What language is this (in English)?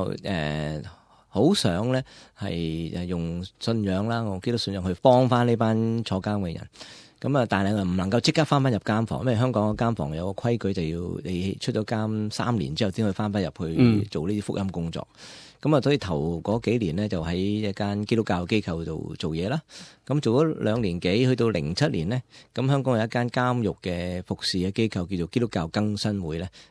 Cantonese